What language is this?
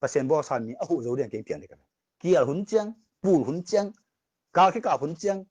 Tedim Chin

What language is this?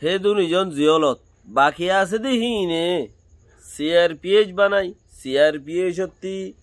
Rohingya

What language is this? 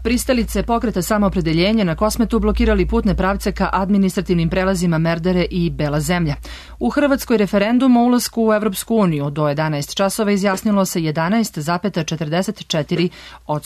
Serbian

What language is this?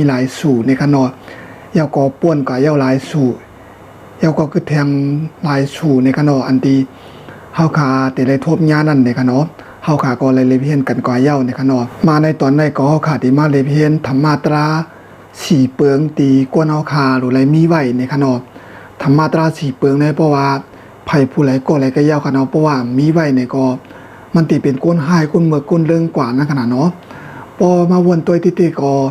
Shan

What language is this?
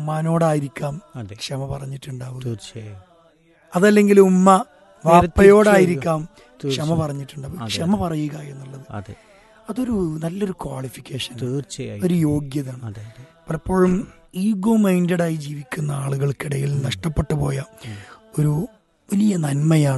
Malayalam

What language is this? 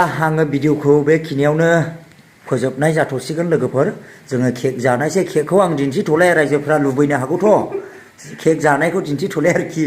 Bodo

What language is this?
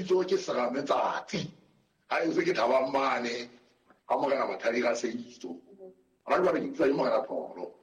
Southern Sotho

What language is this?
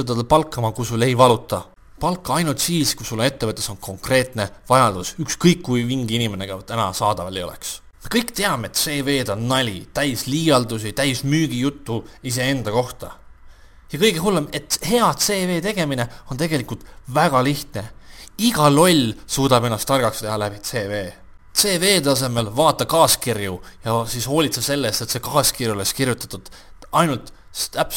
Estonian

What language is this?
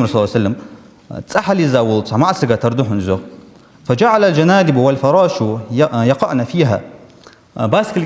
Ingush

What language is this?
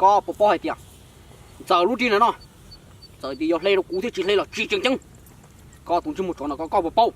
Hmong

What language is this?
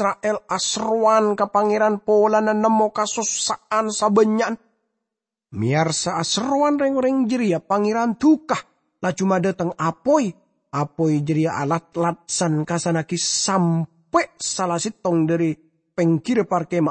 Madurese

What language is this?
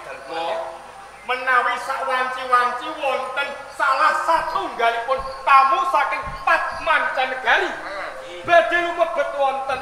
Javanese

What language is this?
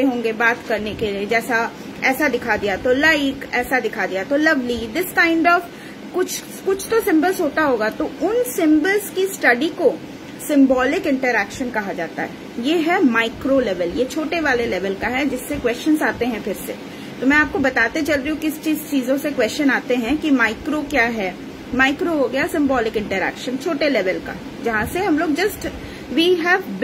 Hindi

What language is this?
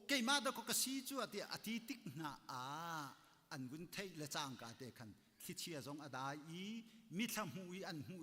Hakha Chin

